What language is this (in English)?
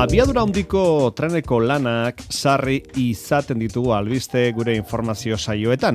Basque